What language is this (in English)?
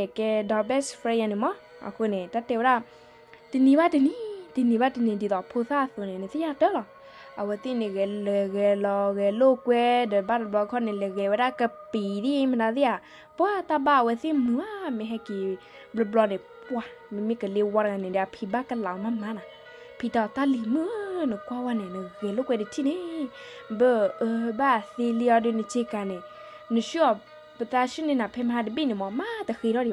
S'gaw Karen